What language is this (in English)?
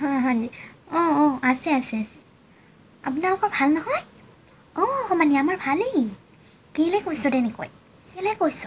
Assamese